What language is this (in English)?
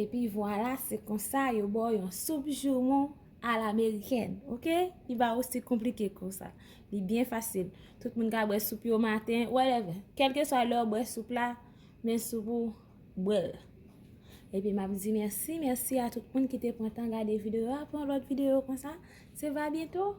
Haitian Creole